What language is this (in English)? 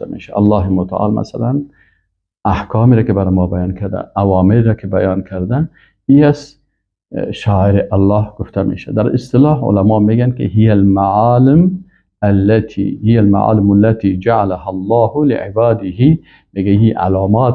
Persian